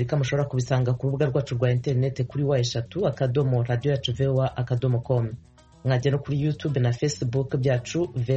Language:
Kinyarwanda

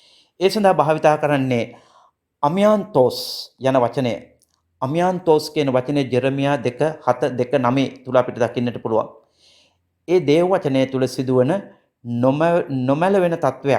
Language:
Sinhala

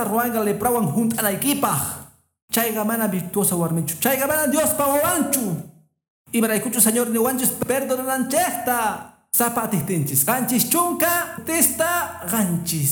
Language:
Quechua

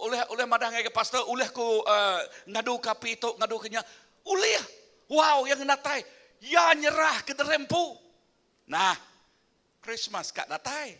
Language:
Iban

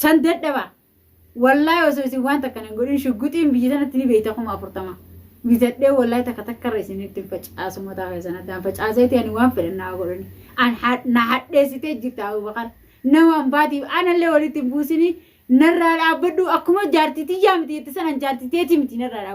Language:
Oromo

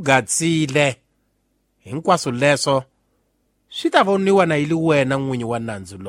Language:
Tsonga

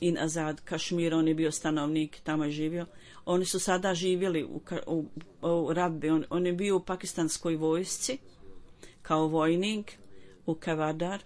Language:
Bosnian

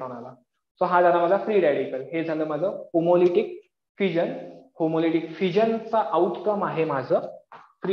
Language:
Marathi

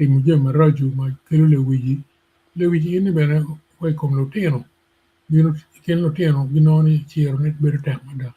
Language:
Acoli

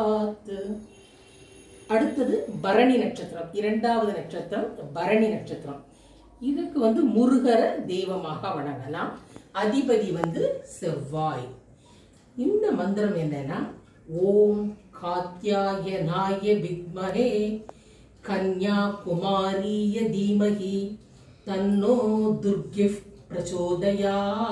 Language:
Tamil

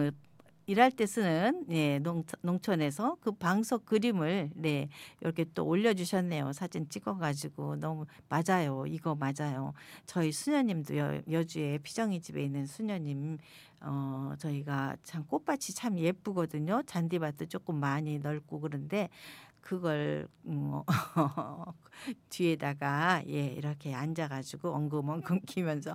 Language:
Korean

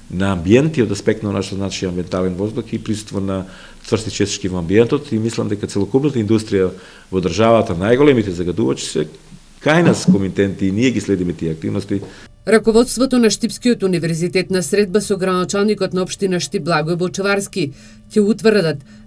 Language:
Macedonian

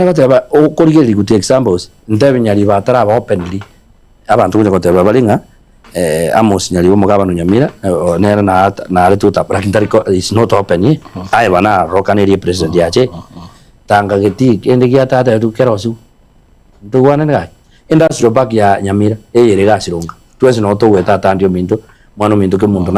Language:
Gusii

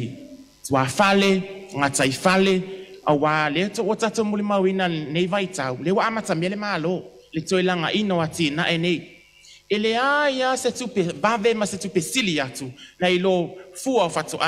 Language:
Samoan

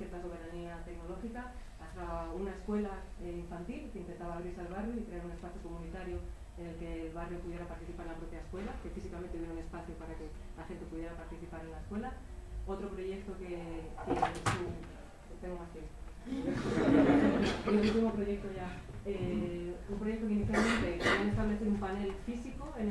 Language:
Spanish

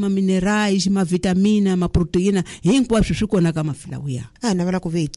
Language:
Tsonga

